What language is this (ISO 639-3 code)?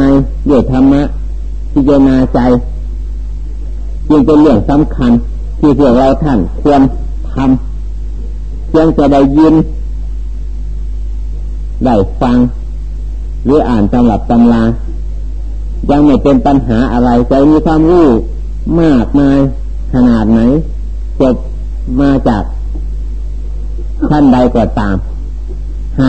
tha